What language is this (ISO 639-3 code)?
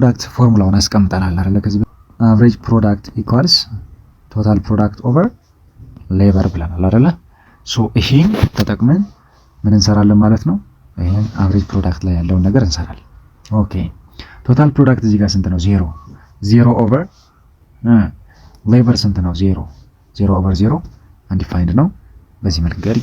amh